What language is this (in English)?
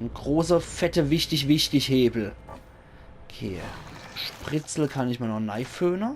Palatine German